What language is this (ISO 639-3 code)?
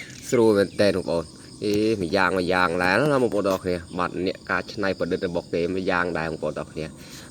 khm